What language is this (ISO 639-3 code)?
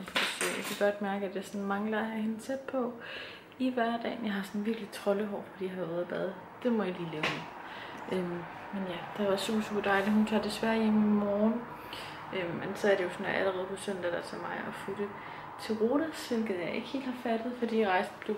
dan